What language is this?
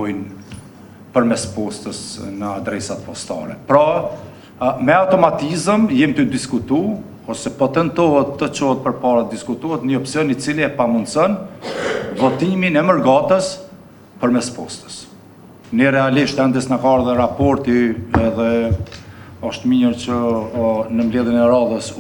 Albanian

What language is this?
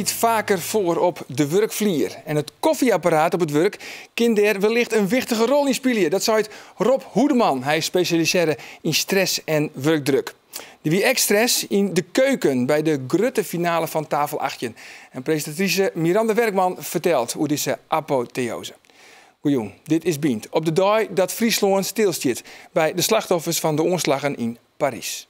Western Frisian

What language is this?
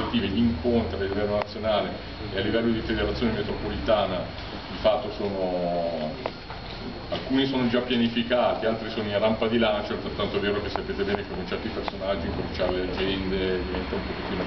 Italian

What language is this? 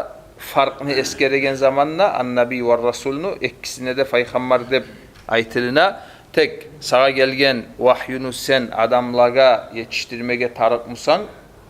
Kumyk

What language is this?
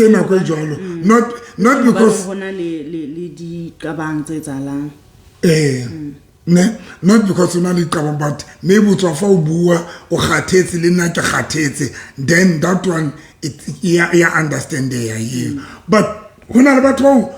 Southern Sotho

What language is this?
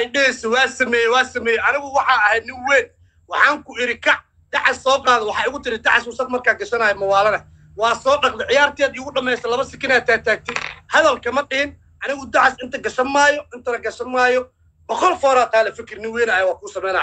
Somali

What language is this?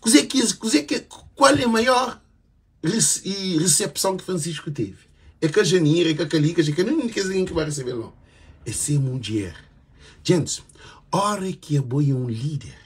Kabuverdianu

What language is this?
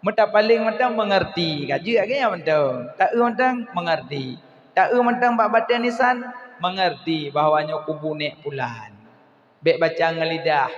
Achinese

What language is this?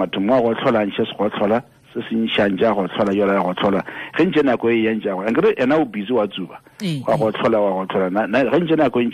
Tswana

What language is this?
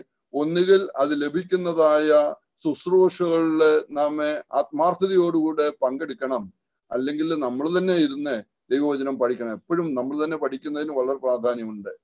Malayalam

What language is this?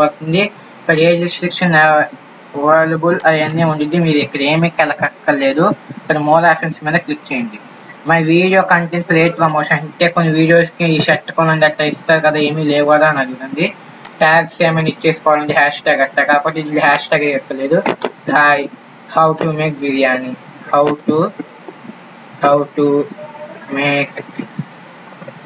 Telugu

